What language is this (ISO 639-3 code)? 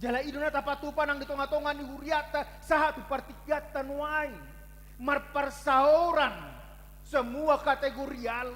bbc